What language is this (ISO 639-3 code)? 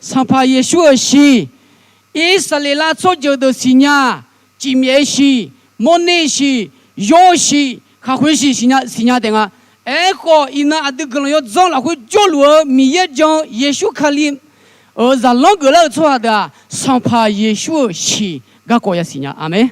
ahk